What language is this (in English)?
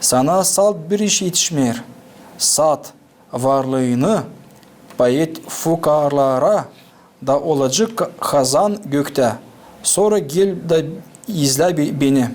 Gagauz